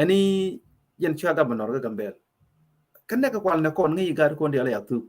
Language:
Nuer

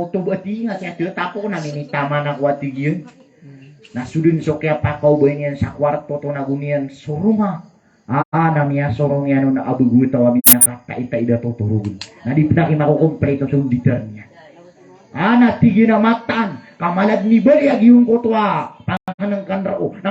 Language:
Maranao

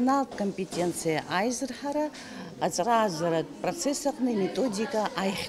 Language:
Abkhazian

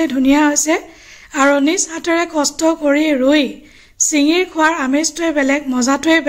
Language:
Assamese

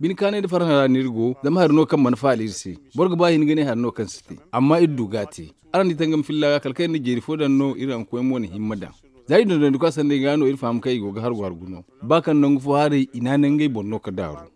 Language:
Zarma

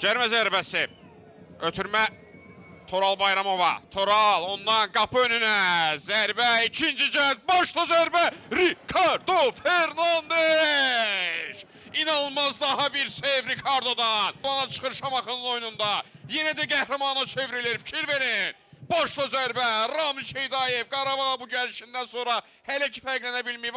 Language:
Azerbaijani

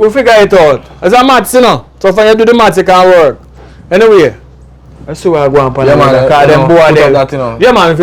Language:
Jamaican Creole English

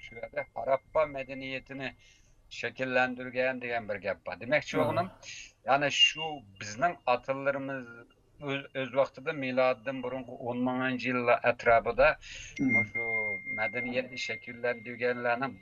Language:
Uyghur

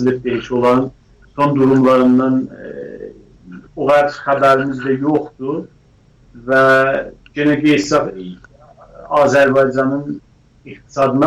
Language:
South Azerbaijani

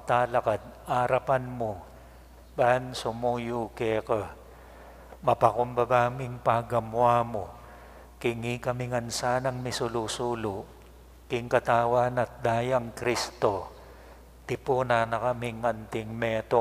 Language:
Pampanga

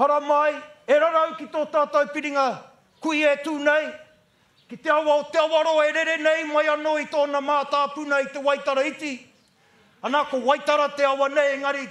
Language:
Māori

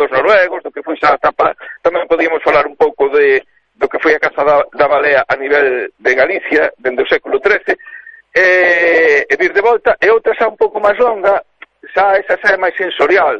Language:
Galician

